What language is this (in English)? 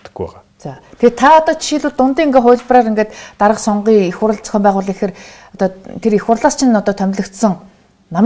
Mongolian